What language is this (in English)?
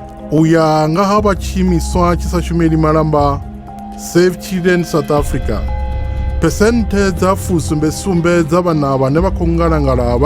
Venda